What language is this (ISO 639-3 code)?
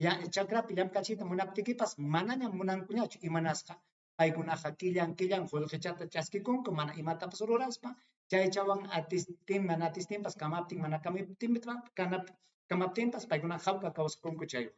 quy